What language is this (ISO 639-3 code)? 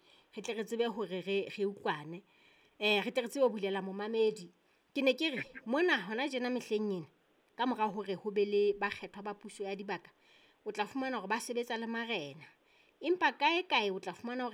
sot